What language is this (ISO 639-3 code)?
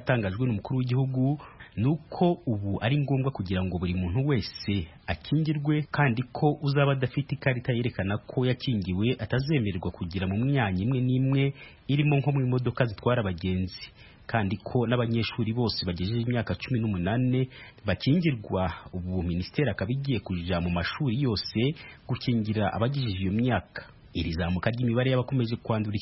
kin